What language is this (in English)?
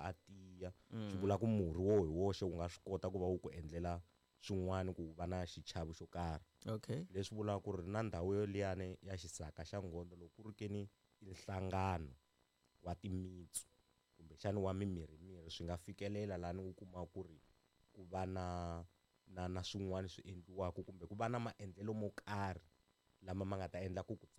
Tsonga